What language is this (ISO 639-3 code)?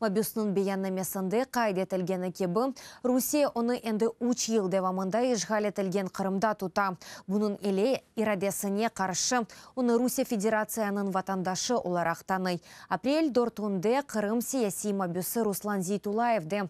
crh